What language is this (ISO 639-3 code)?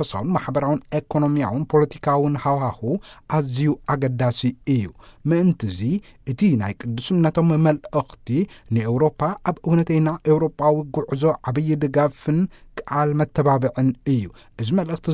tir